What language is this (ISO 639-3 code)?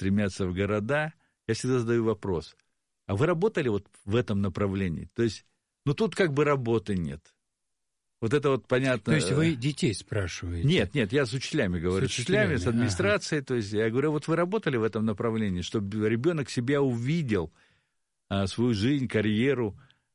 rus